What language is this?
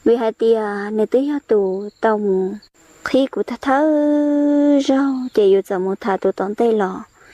Hmong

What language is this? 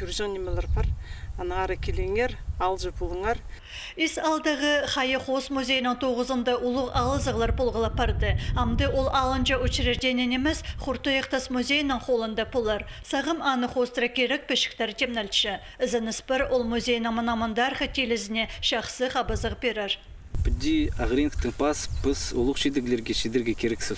Khakas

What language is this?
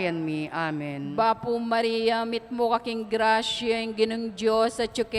Pampanga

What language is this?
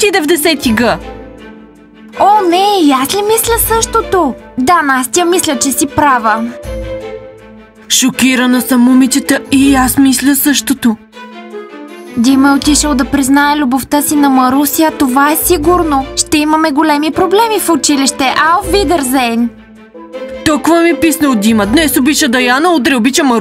Bulgarian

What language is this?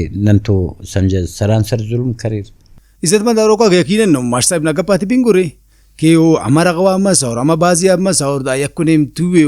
Brahui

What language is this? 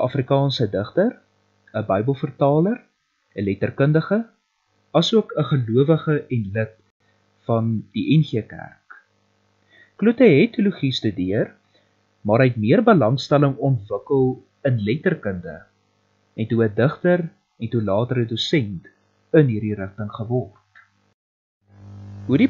Afrikaans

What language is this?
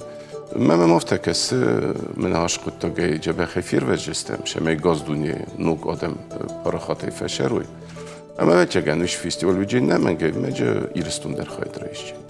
Ossetic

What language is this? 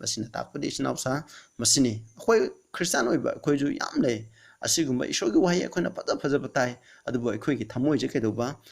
Manipuri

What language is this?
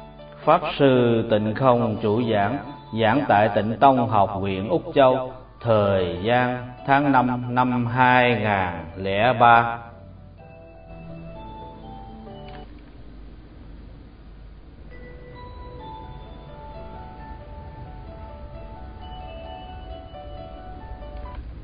Vietnamese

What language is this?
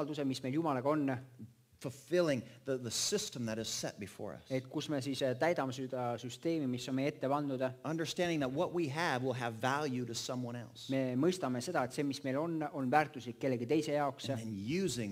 Estonian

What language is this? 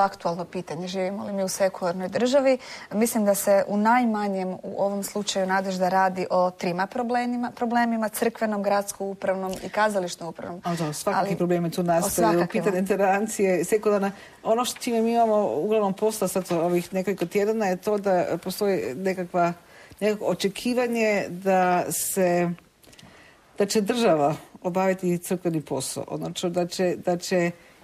Croatian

